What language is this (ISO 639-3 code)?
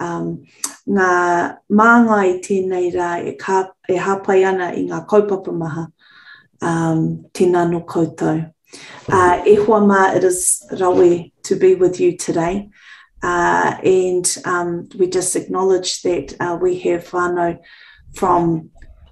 mri